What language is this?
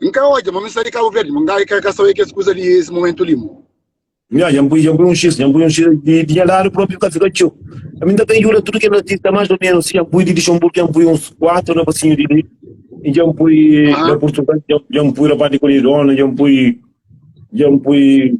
Kabuverdianu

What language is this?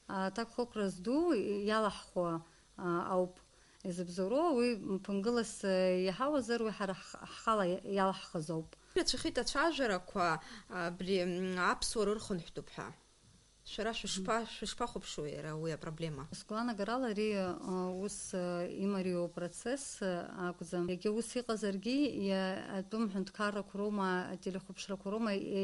Abkhazian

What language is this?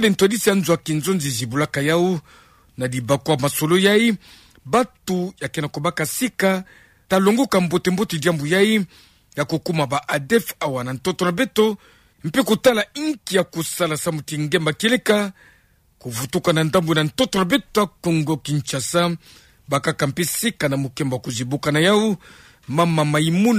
Kituba (Democratic Republic of Congo)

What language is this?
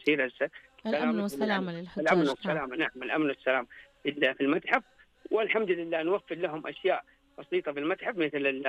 Najdi Arabic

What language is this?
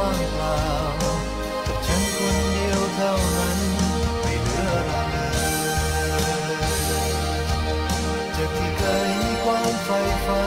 Thai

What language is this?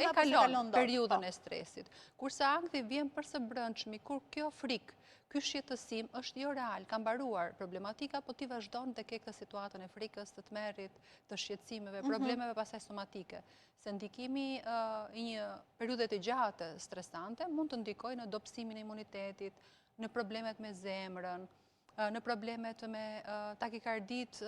Albanian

